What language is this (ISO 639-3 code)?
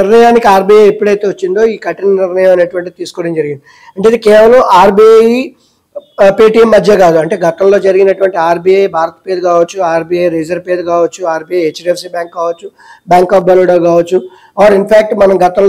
tel